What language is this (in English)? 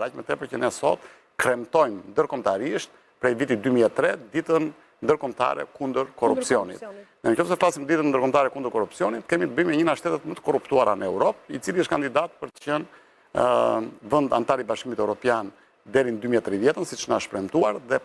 Albanian